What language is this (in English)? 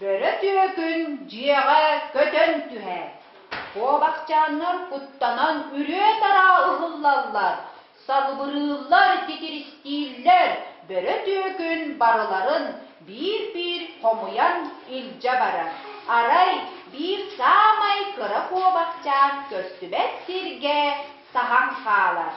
Yakut